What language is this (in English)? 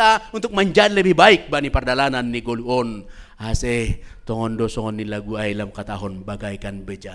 Batak Simalungun